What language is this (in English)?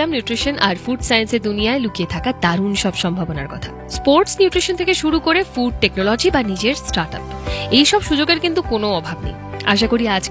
Bangla